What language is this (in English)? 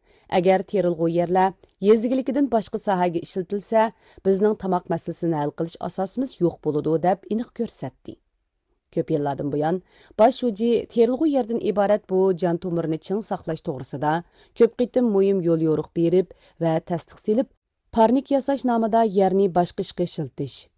Uyghur